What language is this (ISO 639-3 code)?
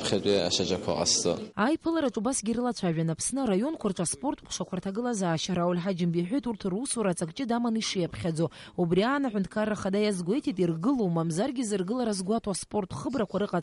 abk